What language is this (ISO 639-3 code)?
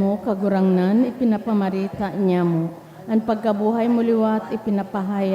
bik